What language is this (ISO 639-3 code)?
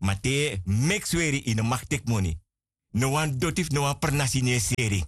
srn